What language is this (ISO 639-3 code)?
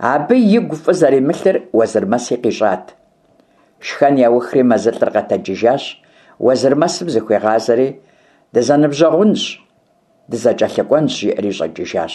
kbd